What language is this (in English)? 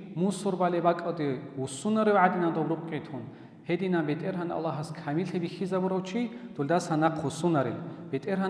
Avaric